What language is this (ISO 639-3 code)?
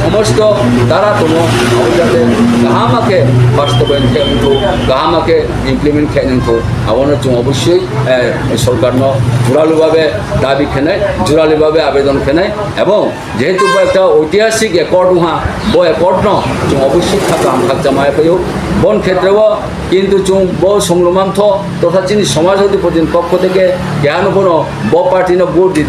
ria